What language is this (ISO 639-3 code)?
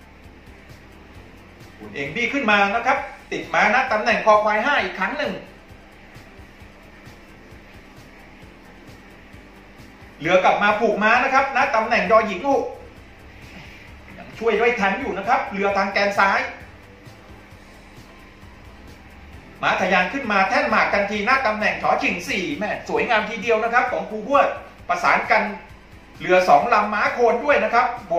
tha